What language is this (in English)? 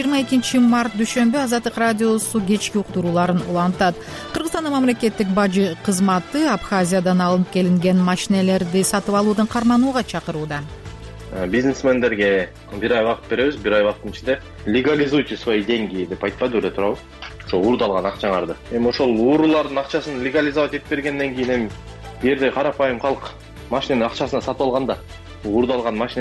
Kyrgyz